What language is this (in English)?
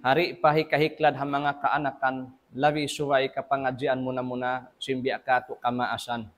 Tausug